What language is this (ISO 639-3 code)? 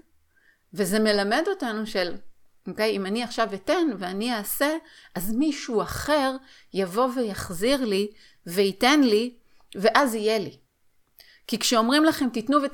heb